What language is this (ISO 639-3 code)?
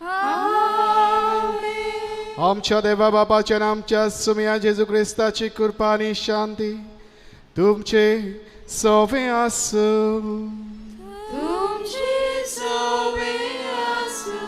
kok